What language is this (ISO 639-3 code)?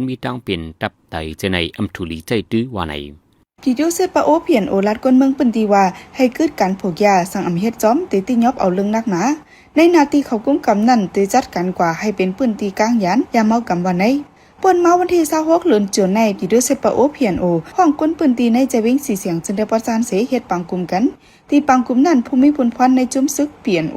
shn